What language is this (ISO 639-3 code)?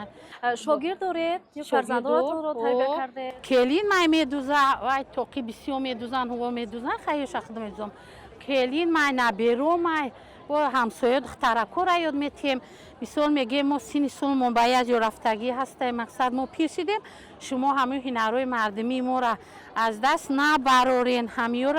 tgk